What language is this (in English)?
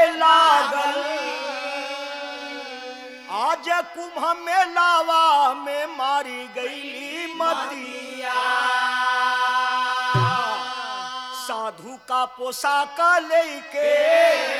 Bhojpuri